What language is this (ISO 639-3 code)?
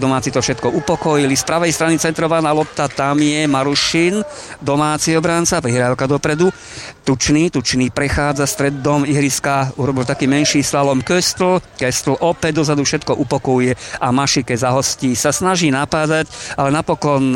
slk